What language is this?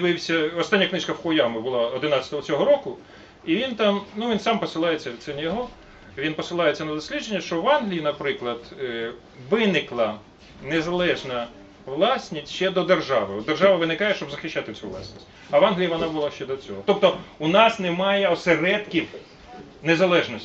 Ukrainian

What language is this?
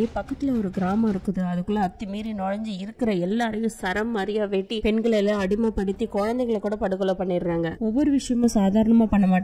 Tamil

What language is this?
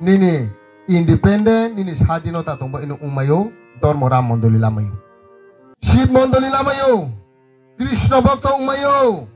Riang (India)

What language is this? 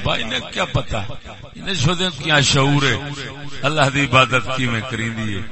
Saraiki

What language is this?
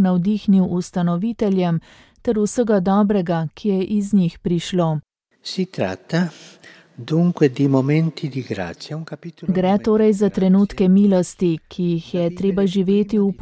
Slovenian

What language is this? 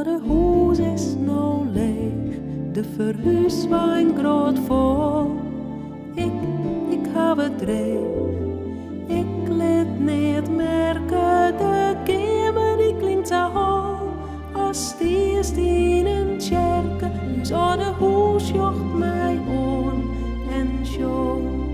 Western Frisian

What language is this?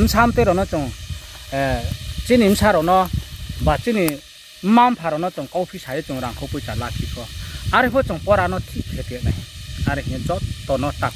Riang (India)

